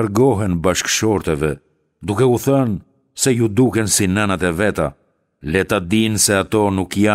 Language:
Albanian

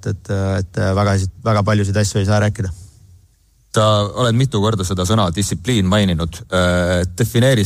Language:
Estonian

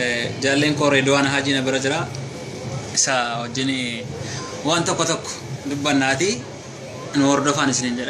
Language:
Oromo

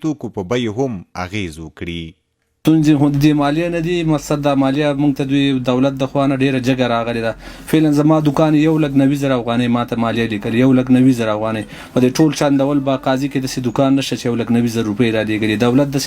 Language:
Pashto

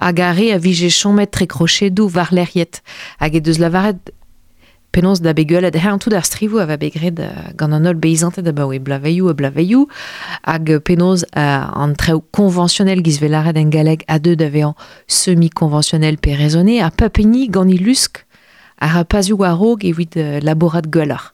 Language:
Breton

